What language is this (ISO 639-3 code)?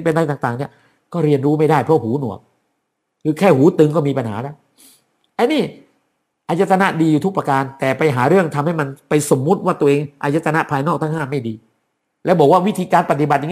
tha